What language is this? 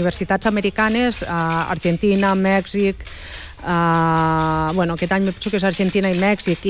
Catalan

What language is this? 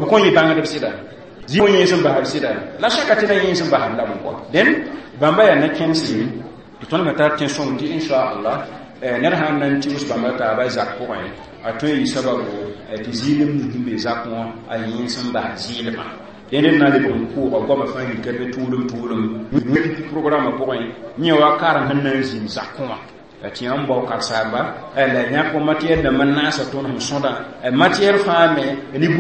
Mossi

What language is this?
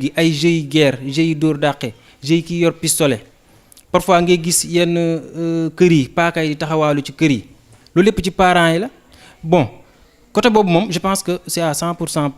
Wolof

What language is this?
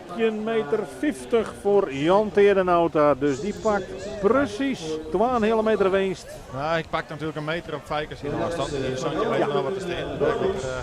Western Frisian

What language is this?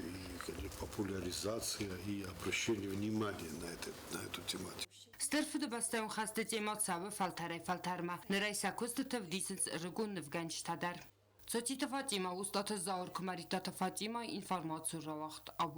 Ossetic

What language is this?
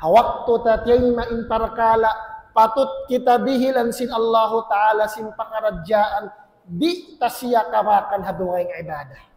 Tausug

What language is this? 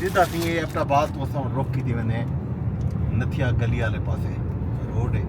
Saraiki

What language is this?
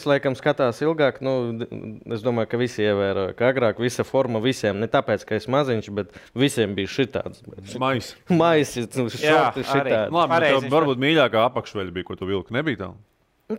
Latvian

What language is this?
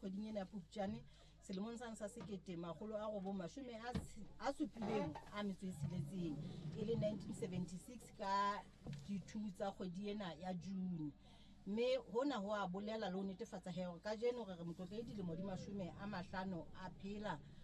Southern Sotho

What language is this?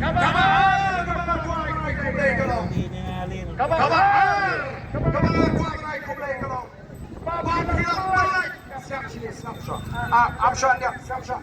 Khasi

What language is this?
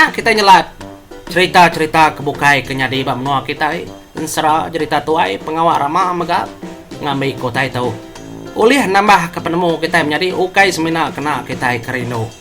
Iban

